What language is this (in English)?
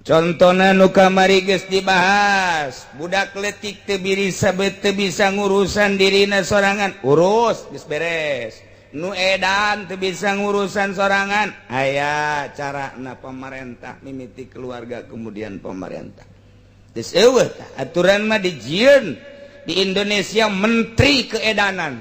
Sundanese